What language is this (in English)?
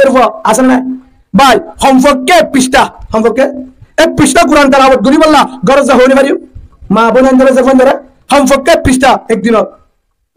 Rohingya